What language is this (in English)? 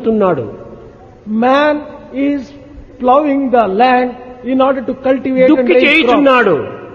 Telugu